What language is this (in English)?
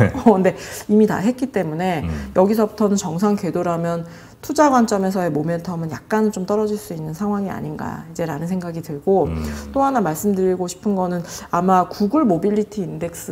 Korean